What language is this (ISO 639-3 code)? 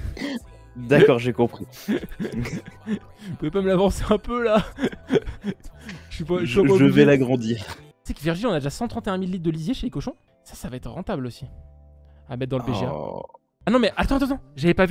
fra